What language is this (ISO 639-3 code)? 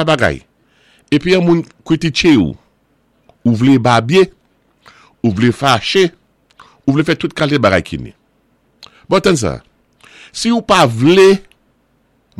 acf